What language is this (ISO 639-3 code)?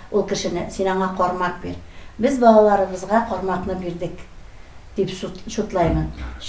tat